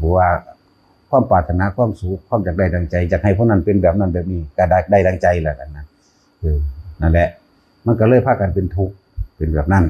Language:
Northeastern Thai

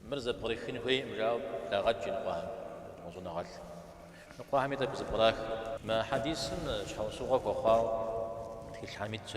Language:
Kabardian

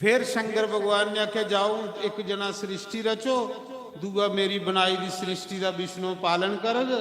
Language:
Dogri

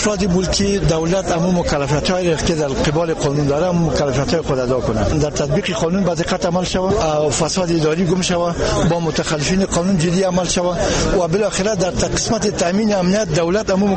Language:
Persian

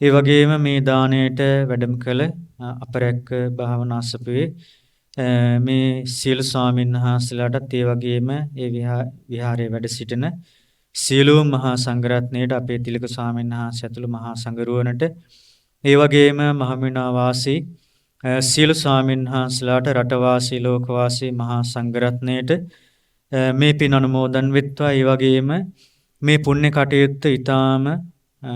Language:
Sinhala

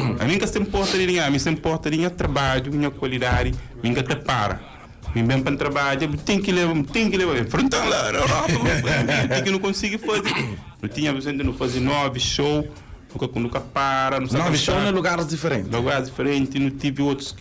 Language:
Kabuverdianu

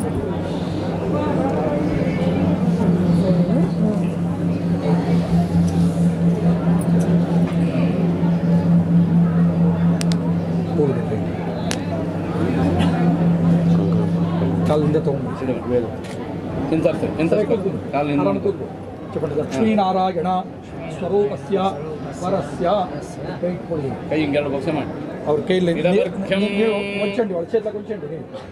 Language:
Kannada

